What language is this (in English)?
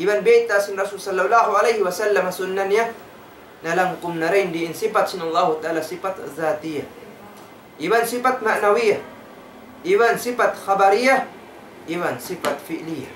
Tausug